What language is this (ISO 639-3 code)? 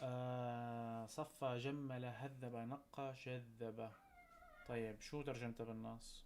apc